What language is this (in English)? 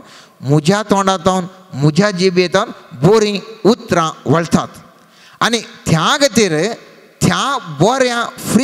Konkani